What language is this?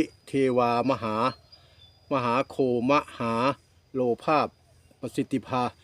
Northeastern Thai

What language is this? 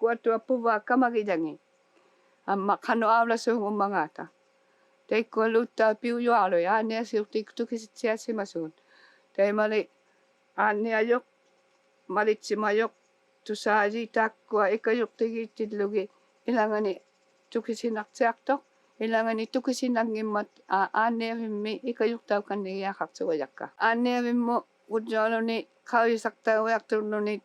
Inuktitut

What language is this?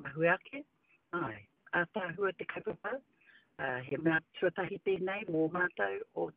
Māori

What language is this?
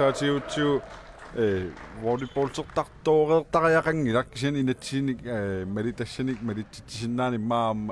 Kalaallisut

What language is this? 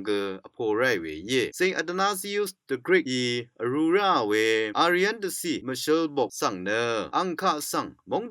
Rawang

